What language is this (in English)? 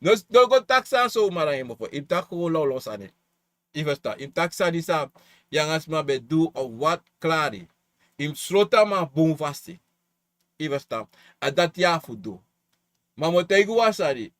Sranan Tongo